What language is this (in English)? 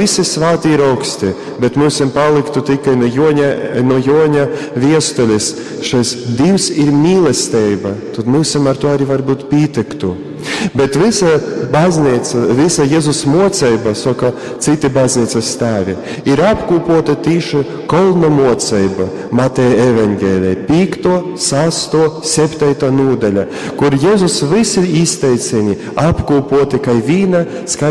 Latgalian